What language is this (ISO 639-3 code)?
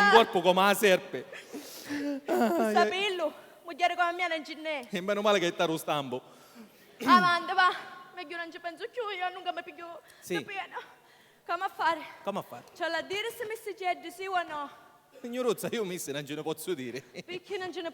scn